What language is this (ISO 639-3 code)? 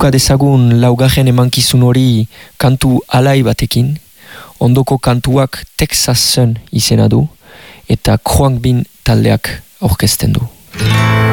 eus